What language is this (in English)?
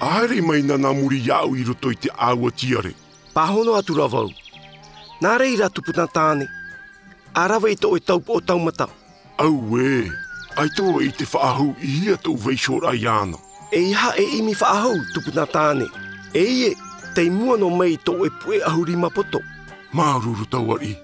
Tahitian